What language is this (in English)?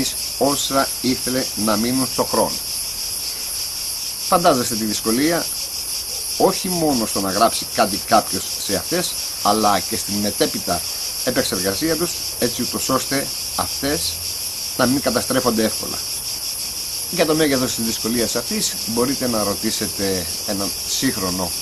Greek